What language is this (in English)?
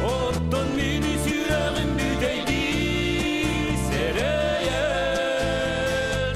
Yakut